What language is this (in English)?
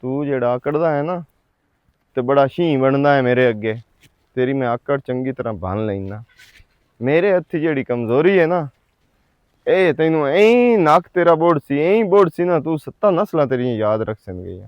Western Panjabi